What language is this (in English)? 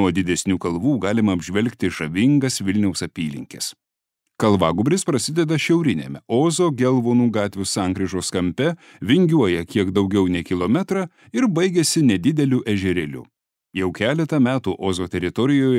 Lithuanian